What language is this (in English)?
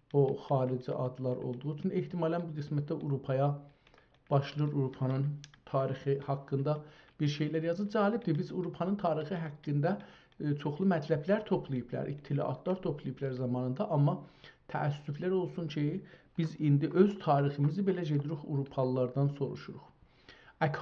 South Azerbaijani